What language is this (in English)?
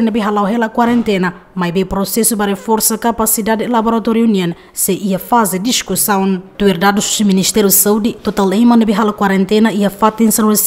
Tetum